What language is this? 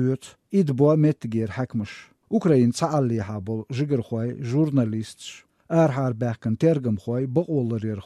Chechen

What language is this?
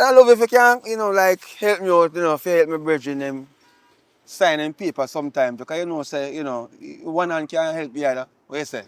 Jamaican Creole English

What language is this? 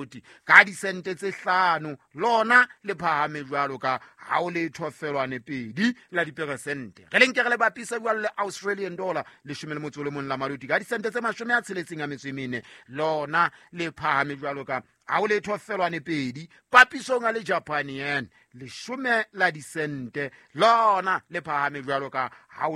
Southern Sotho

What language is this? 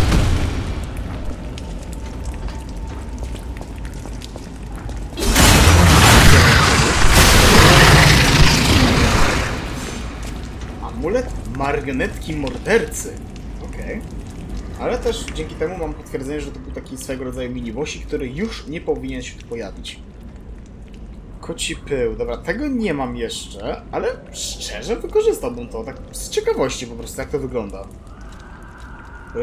Polish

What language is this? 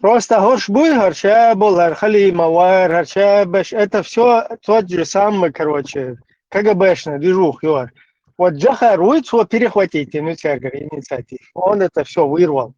Chechen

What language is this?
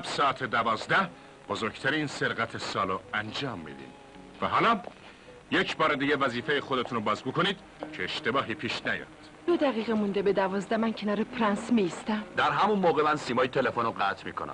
Persian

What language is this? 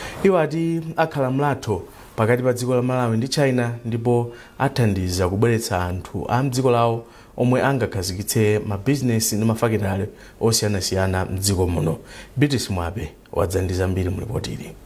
Nyanja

